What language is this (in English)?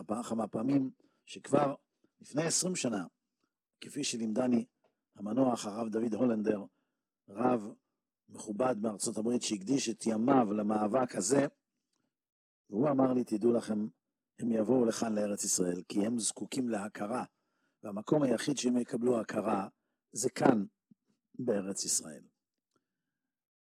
Hebrew